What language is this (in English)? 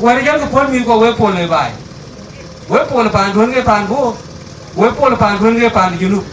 Dinka